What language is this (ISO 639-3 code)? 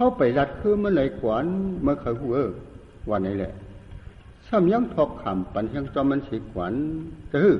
shn